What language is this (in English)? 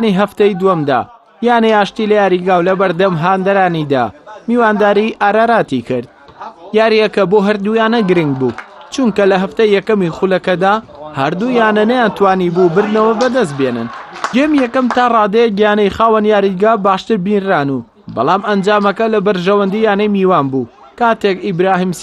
Central Kurdish